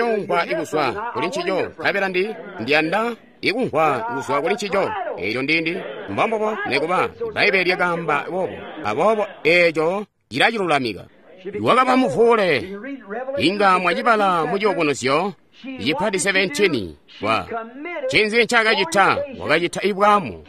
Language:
Tonga (Zambia)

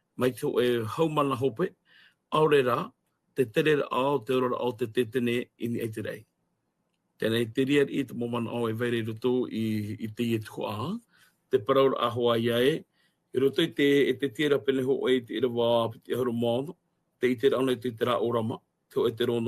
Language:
Tahitian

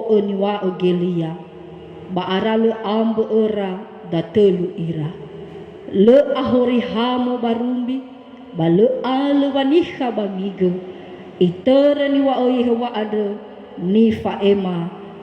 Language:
Nias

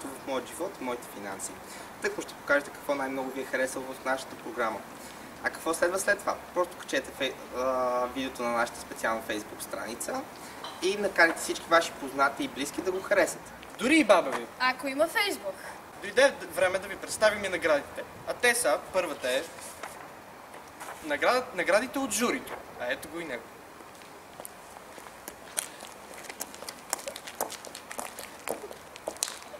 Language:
Bulgarian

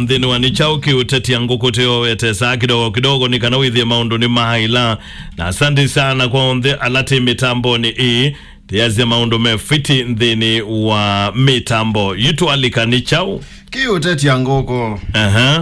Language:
Kamba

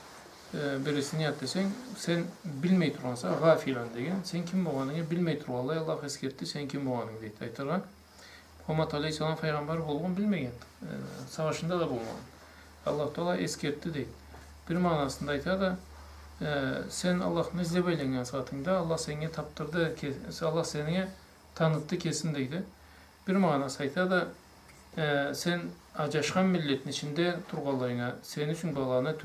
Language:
Karachay-Balkar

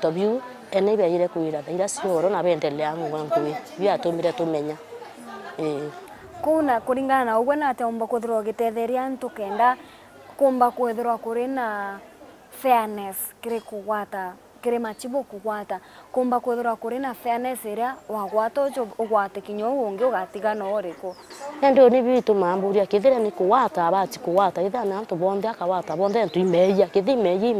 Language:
Meru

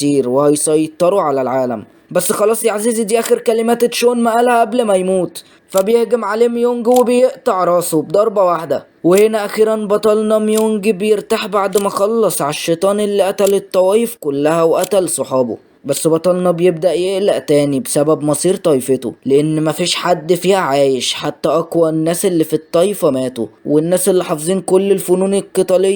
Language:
Egyptian Arabic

